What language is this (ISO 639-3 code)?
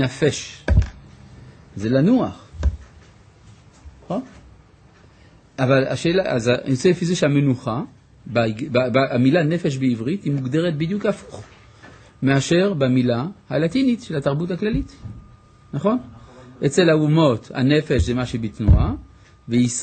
heb